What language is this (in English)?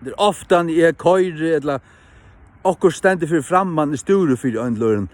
Faroese